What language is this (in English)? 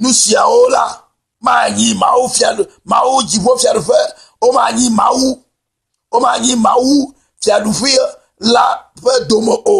Ewe